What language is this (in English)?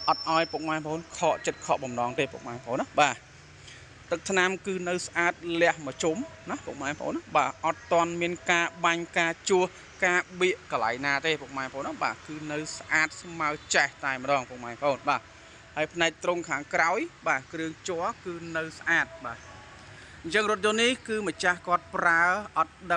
Khmer